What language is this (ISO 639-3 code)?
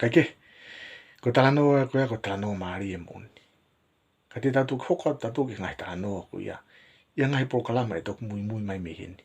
ton